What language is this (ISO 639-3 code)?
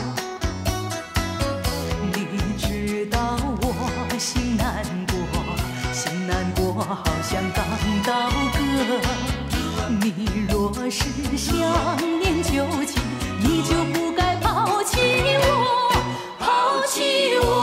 zho